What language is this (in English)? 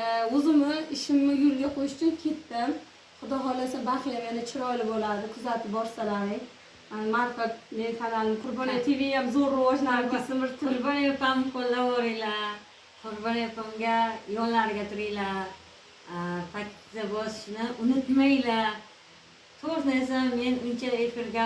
Uzbek